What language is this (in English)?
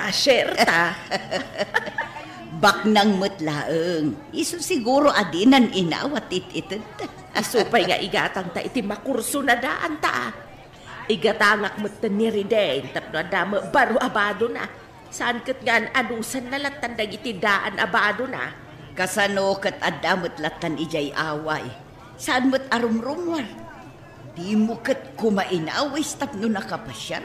Iloko